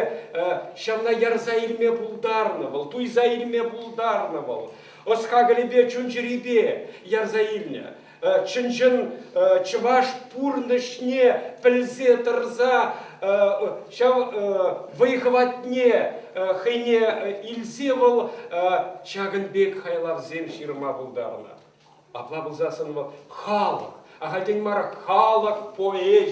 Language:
Chuvash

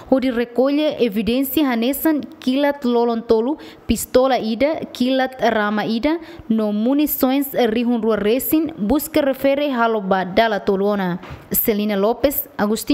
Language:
Tetum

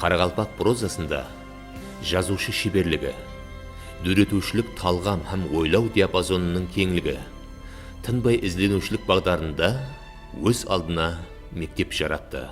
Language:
Kara-Kalpak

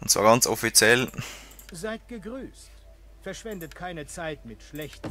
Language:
Swiss German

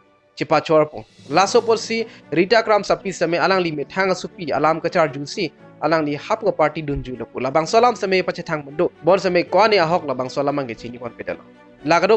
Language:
Karbi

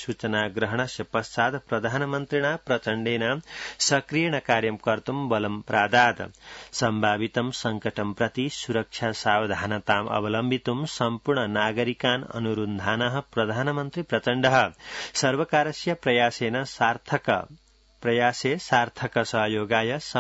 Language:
Sanskrit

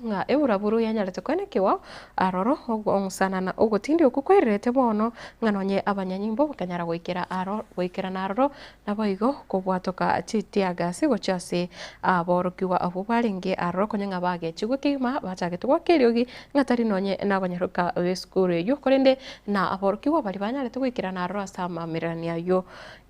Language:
Gusii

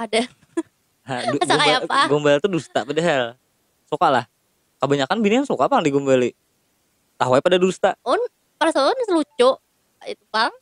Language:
Banjar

